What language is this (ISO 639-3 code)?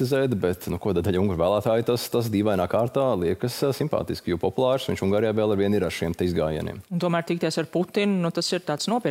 lav